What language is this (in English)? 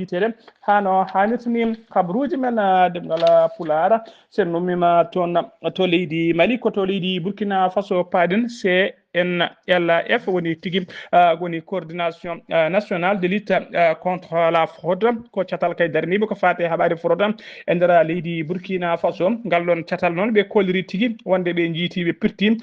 Fula